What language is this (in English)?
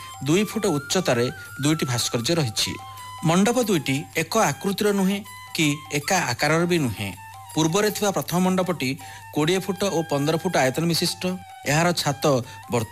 Odia